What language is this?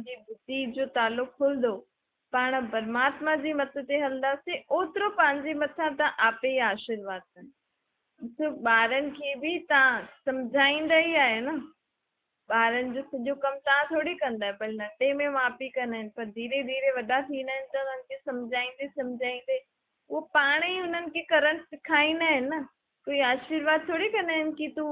Sindhi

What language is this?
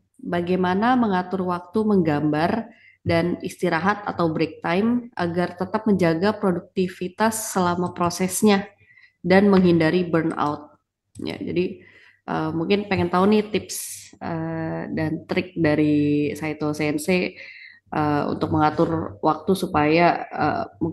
Indonesian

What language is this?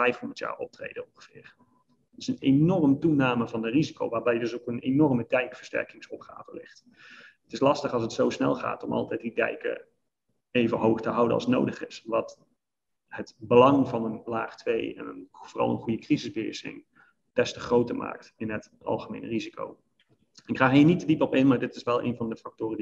Dutch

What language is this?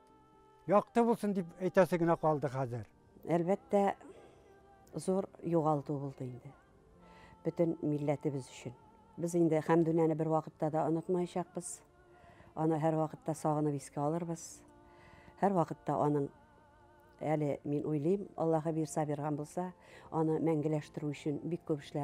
Tatar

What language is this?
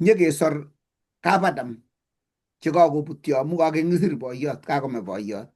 Kalenjin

